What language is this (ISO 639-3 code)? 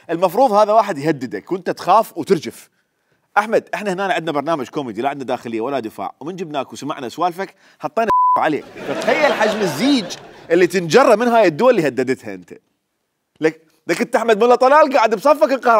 acm